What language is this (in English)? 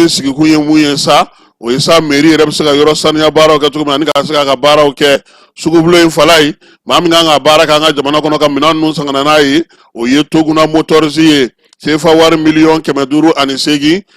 Bambara